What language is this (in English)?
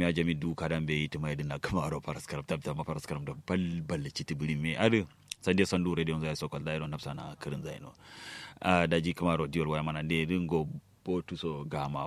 Kanuri